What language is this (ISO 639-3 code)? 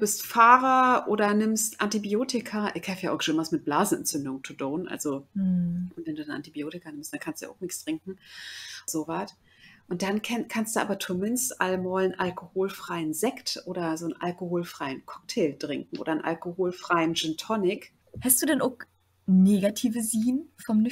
nds